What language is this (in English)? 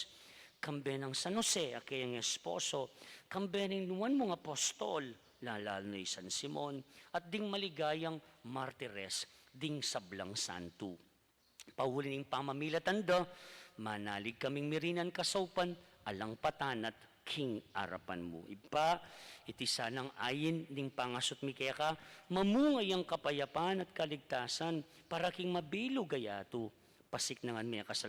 Pampanga